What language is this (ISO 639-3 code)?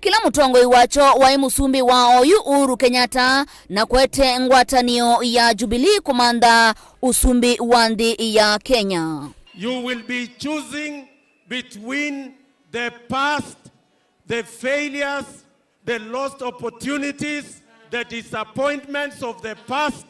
kam